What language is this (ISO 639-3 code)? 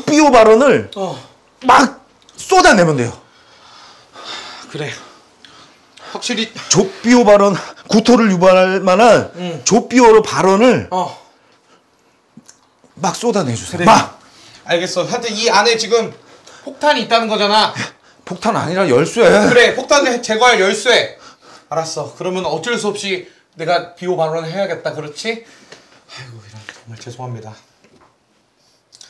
kor